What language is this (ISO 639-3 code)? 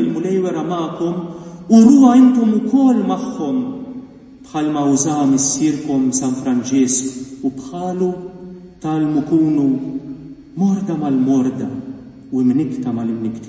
mlt